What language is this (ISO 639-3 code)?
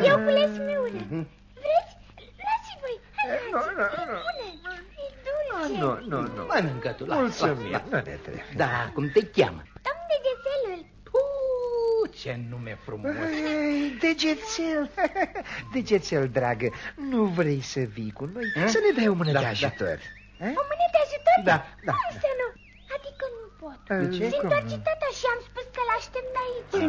ron